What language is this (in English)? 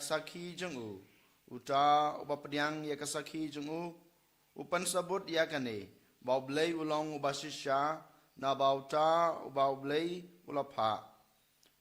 Khasi